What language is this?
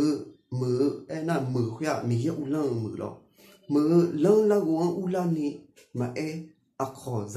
Akha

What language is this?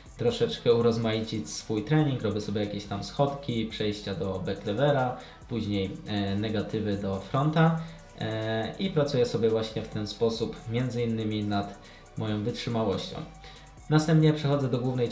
Polish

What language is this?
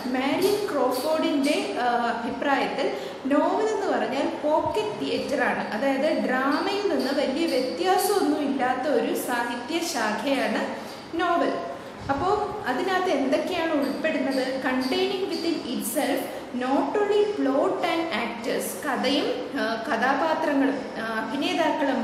Malayalam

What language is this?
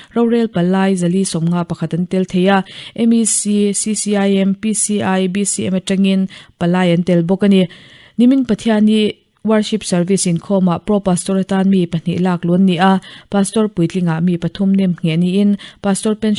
Mizo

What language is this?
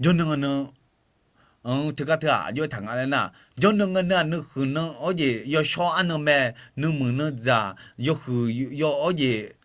Akha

